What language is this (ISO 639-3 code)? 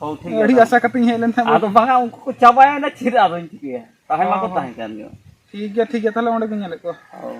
sat